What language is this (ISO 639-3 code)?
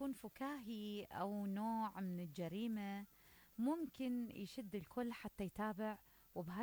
acm